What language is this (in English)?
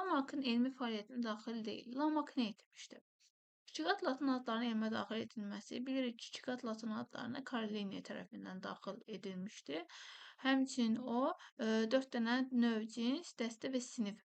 Azerbaijani